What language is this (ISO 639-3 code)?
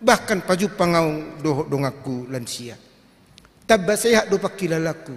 bbc